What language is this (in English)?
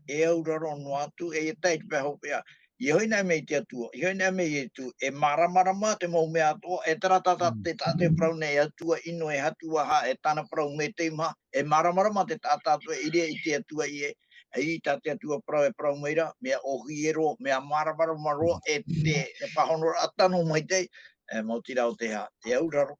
Tahitian